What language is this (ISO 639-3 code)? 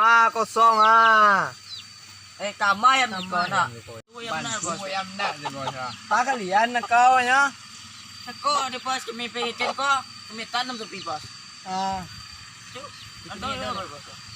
min